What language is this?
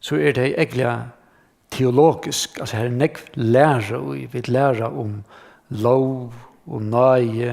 Faroese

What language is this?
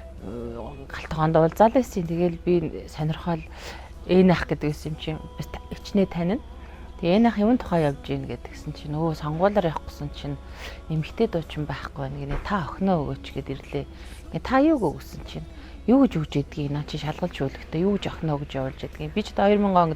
Mongolian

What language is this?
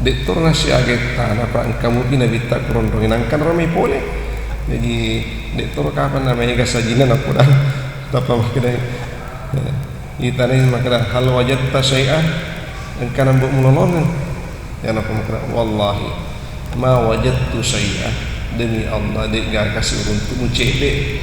Buginese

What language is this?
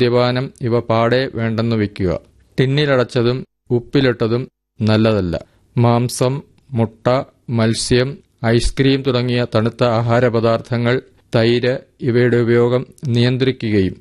Malayalam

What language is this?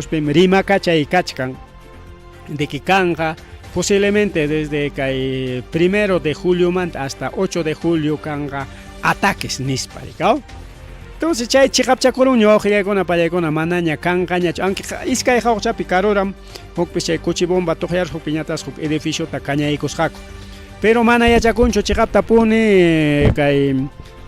Ayacucho Quechua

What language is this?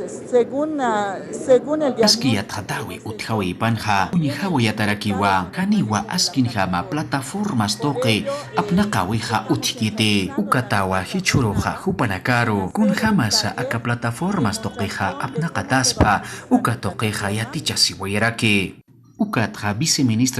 Aymara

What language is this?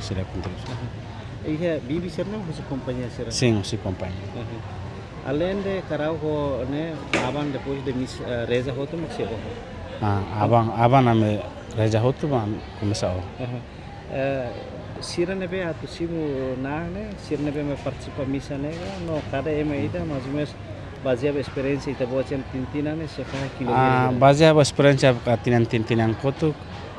Tetum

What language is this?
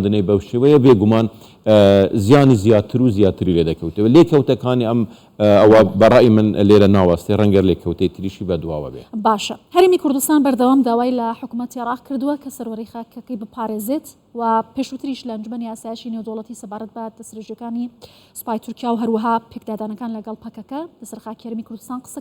Central Kurdish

